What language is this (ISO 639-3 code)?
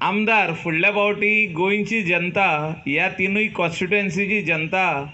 kok